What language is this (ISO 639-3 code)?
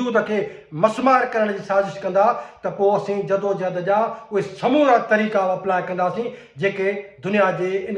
snd